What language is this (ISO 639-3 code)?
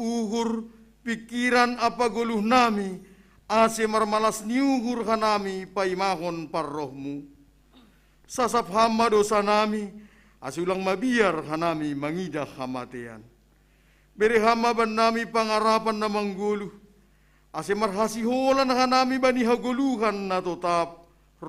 bts